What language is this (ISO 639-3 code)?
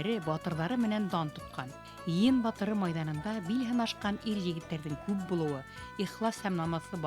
bak